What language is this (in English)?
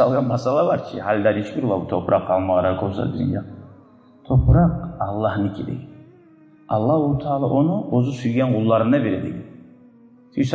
Kumyk